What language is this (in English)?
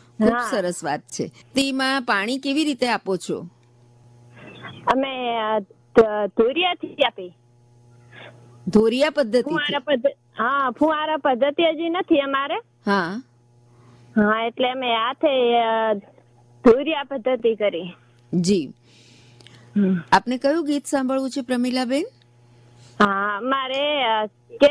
Gujarati